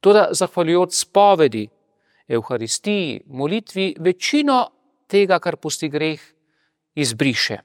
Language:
Slovenian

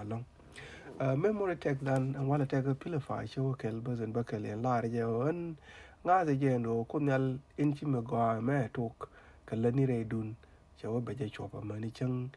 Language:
Nuer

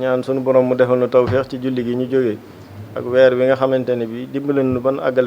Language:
Wolof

